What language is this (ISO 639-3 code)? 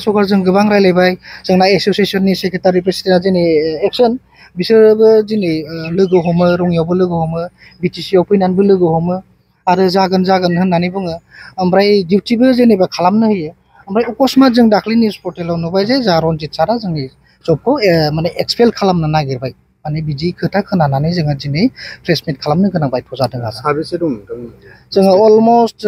brx